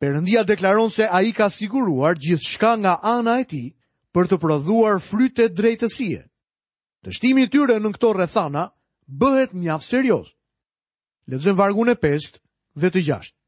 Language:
Albanian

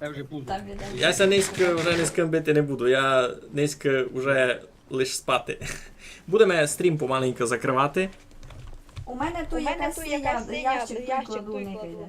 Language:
Rusyn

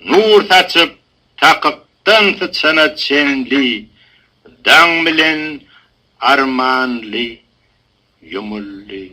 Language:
Turkmen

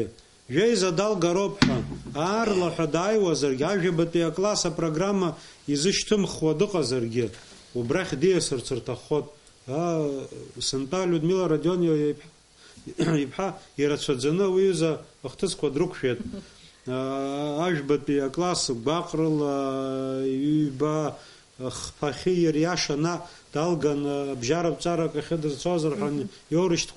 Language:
Abkhazian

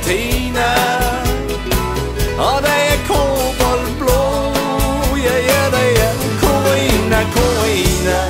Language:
Danish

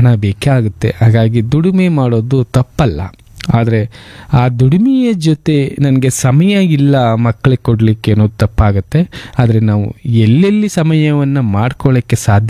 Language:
Kannada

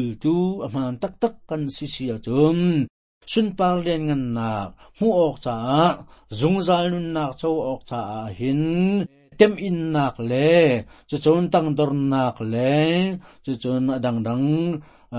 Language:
Hakha Chin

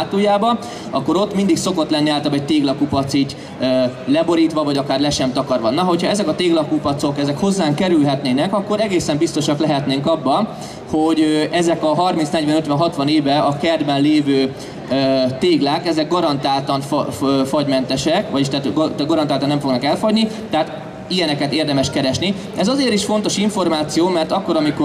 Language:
Hungarian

